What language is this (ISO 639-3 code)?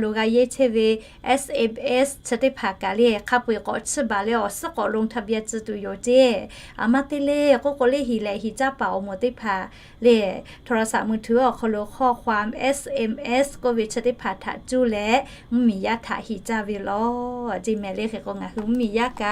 lhu